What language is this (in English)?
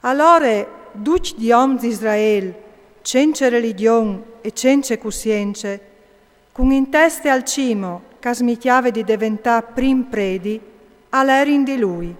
Friulian